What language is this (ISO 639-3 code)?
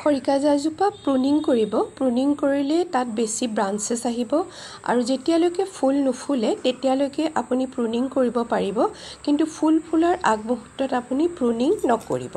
asm